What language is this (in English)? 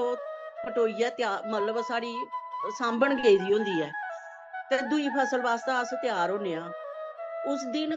Dogri